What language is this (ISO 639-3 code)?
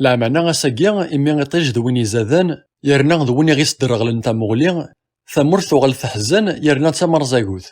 kab